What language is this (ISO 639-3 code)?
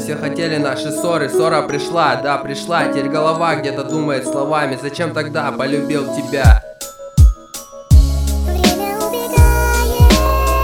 rus